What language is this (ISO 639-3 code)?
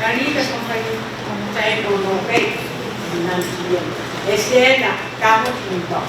pon